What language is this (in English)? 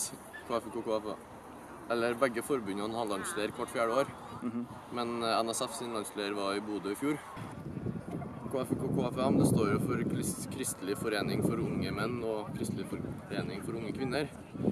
Norwegian